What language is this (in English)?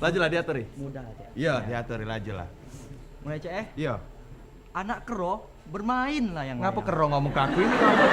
Musi